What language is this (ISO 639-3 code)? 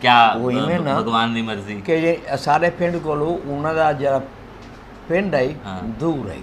skr